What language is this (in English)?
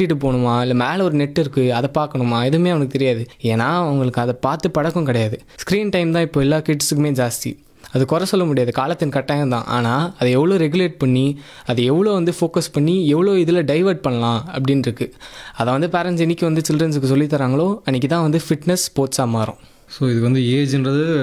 Tamil